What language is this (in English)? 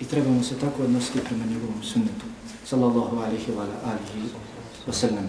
Bosnian